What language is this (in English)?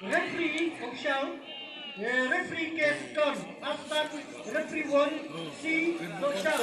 Khasi